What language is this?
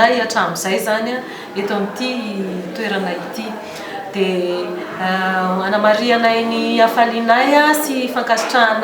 Malagasy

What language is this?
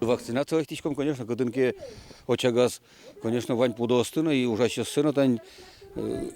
Udmurt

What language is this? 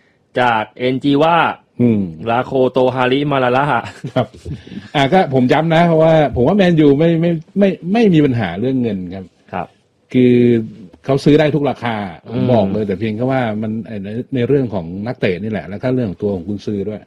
Thai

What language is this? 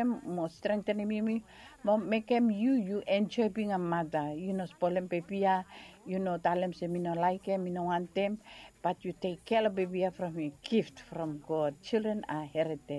Bislama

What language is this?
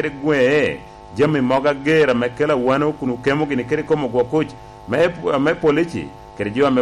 Lango (Uganda)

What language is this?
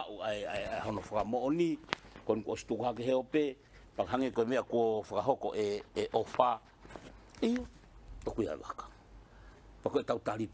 Tongan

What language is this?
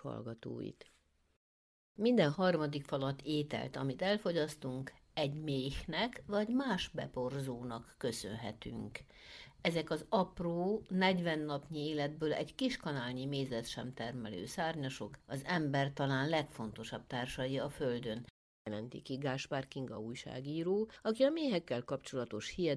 Hungarian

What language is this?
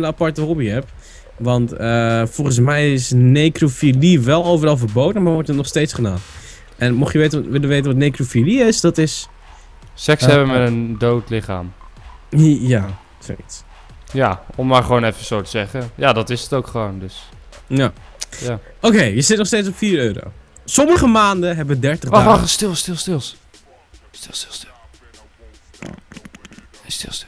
Dutch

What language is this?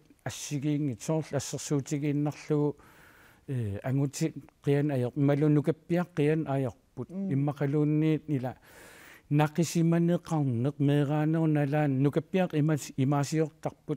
Kalaallisut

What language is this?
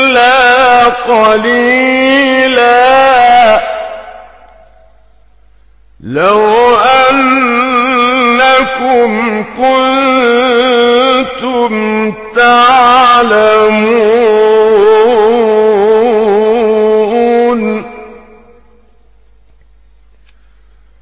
Arabic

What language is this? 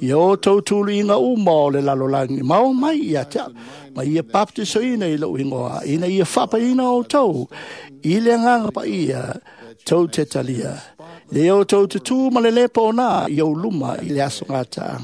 Samoan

